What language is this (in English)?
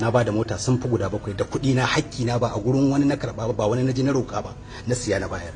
Hausa